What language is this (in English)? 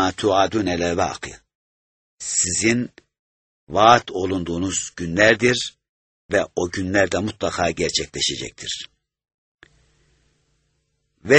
Turkish